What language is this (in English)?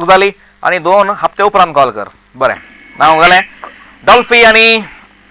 Konkani